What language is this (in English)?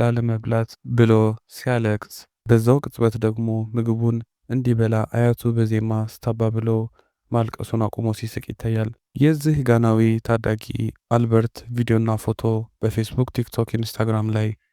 Amharic